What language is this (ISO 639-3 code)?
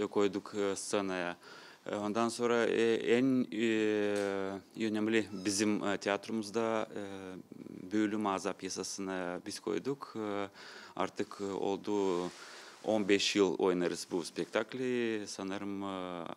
gag